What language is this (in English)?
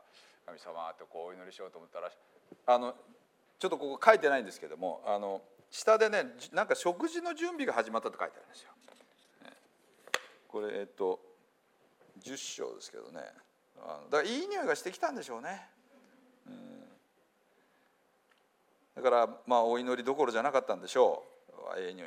Japanese